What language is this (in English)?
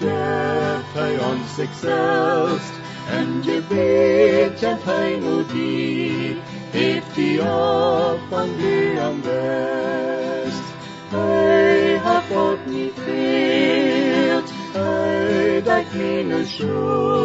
Plautdietsch